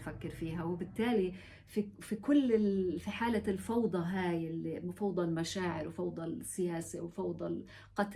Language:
North Levantine Arabic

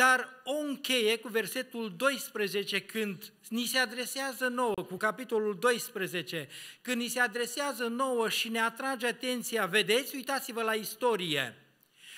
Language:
Romanian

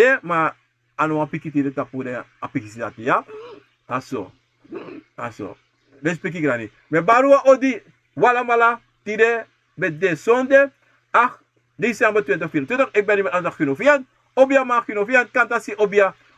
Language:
Sranan Tongo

